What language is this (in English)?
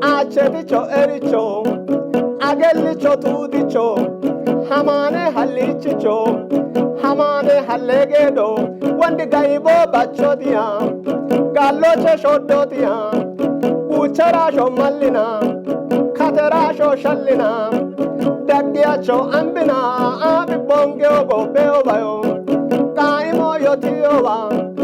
Kafa